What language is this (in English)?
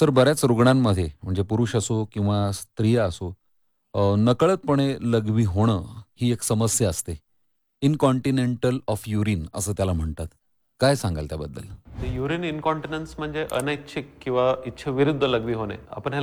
Marathi